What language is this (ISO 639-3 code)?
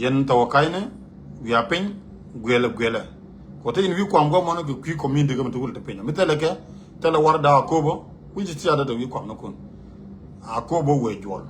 nus